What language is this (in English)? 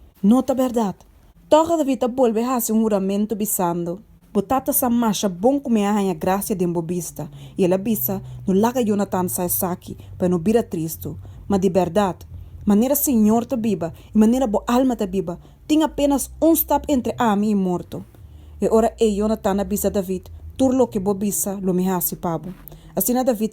Papiamento